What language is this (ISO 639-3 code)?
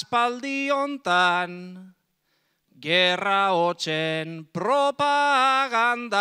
eus